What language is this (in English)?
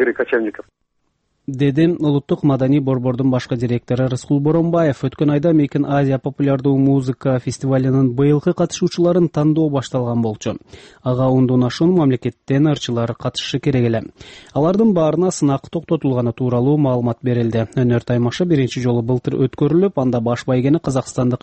Kyrgyz